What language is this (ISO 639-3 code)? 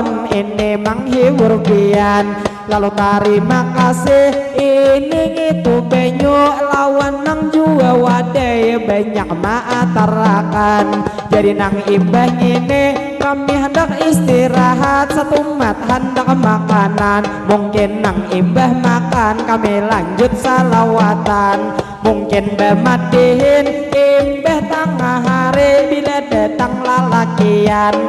bjn